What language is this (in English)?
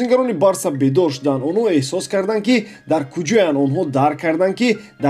Tajik